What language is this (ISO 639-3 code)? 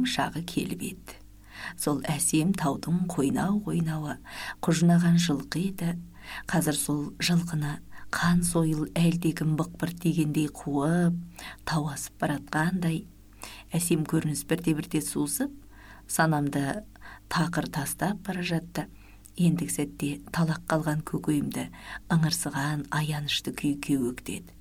kaz